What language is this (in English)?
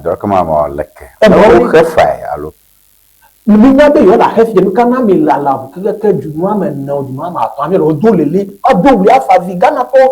Ewe